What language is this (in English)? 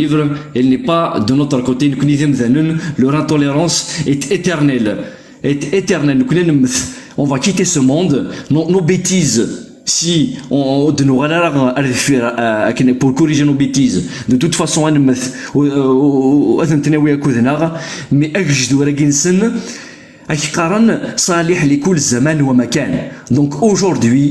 Kabyle